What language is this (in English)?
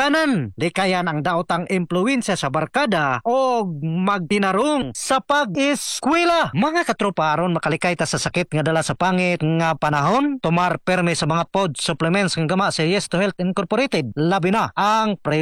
Cebuano